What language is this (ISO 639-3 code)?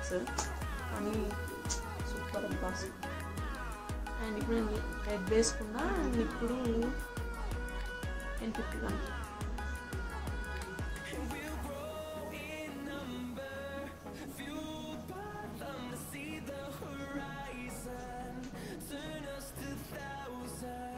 tel